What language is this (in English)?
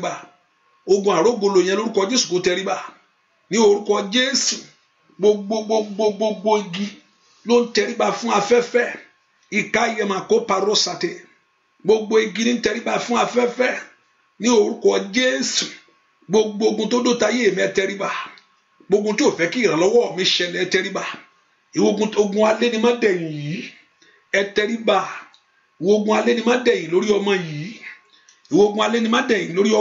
Yoruba